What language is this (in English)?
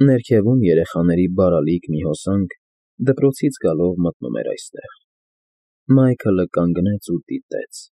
Armenian